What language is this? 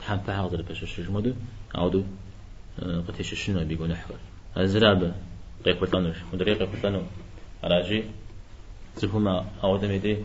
Kabardian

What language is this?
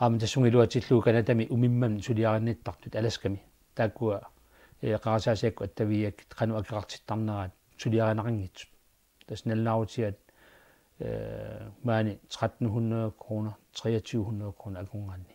Kalaallisut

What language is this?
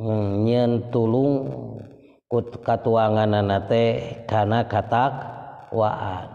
Sundanese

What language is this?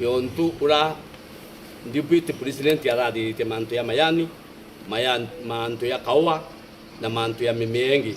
Meru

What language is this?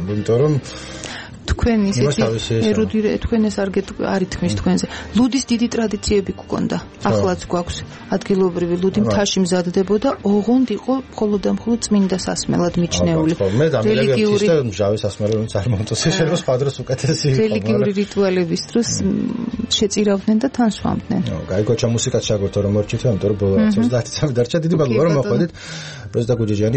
Georgian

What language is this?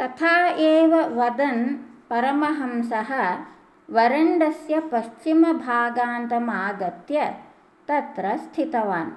Sanskrit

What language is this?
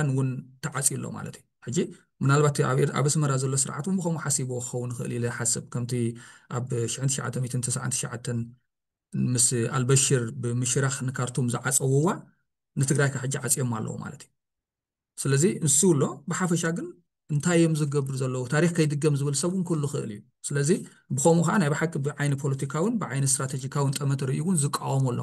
Tigrinya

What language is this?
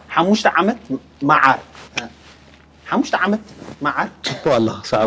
Tigrinya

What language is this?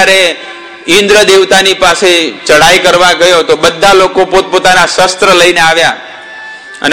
Gujarati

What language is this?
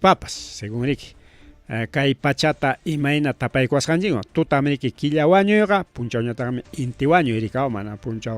Ayacucho Quechua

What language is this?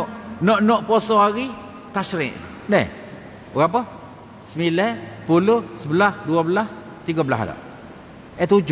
Malay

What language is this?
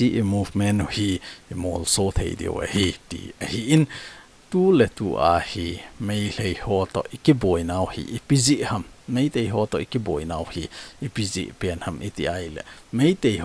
Thado Chin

